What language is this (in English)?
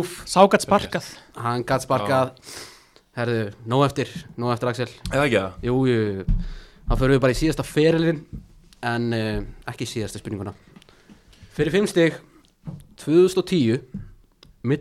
Icelandic